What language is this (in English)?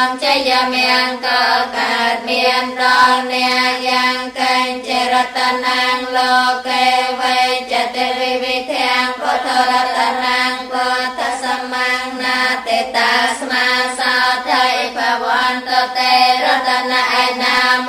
Khmer